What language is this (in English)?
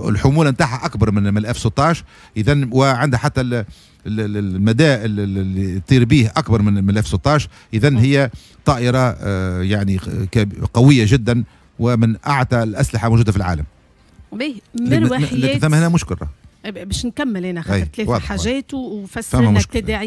Tunisian Arabic